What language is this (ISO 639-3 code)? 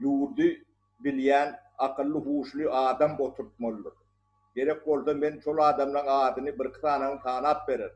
tuk